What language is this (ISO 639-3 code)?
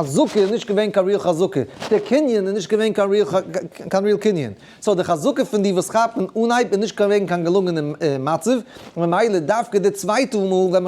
yid